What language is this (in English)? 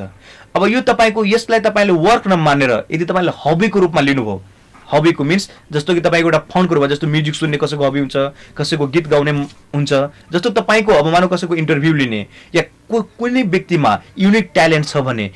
Nepali